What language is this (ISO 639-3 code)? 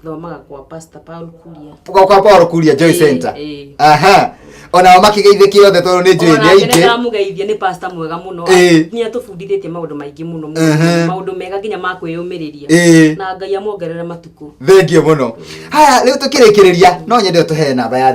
kik